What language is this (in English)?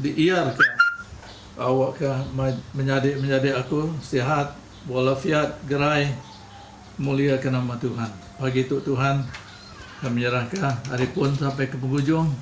Iban